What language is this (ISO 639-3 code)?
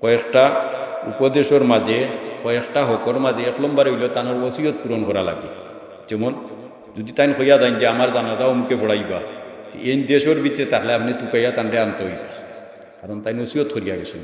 syl